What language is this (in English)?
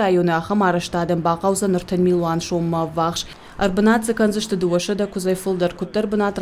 Ossetic